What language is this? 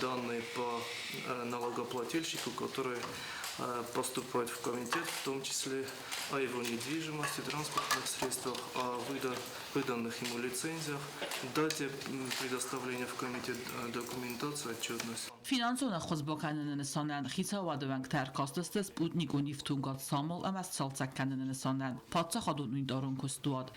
Ossetic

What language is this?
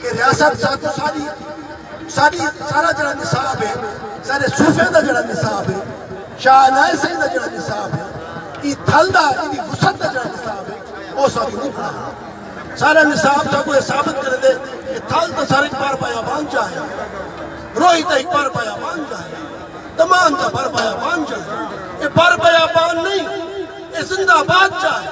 Saraiki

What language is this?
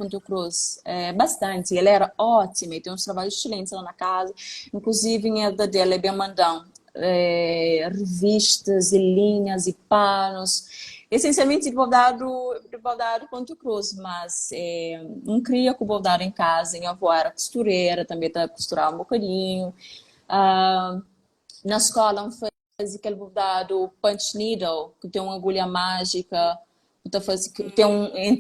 Kabuverdianu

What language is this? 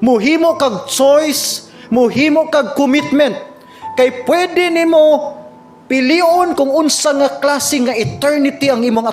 Cebuano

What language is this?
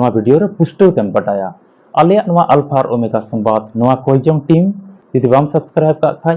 Santali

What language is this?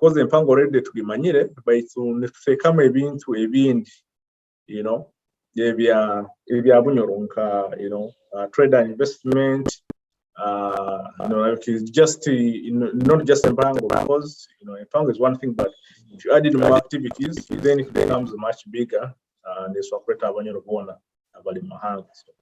Nyoro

